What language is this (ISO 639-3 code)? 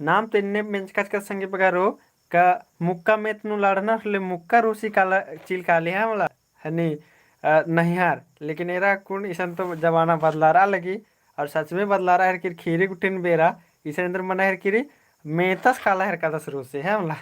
kru